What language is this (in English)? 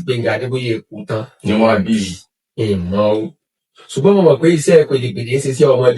Yoruba